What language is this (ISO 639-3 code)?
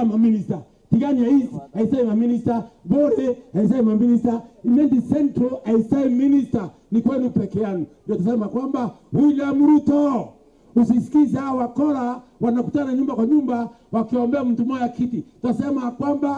mer